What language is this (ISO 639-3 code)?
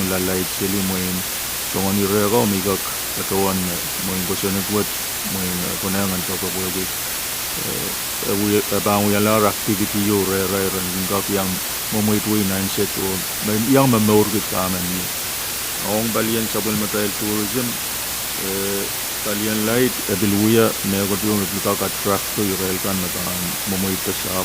pon